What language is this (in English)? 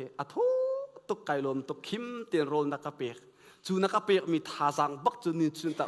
Hakha Chin